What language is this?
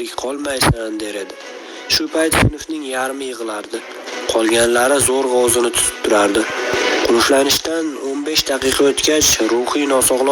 Uzbek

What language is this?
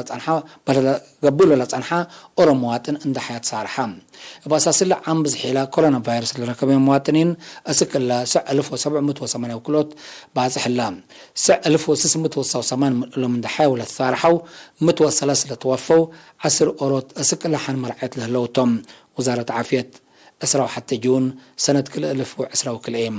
Tigre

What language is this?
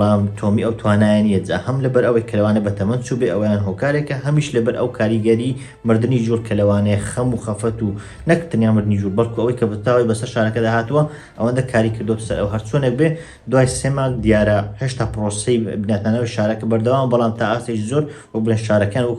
Central Kurdish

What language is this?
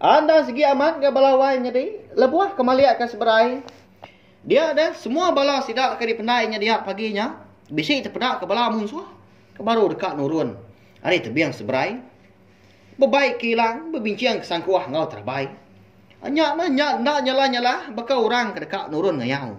Iban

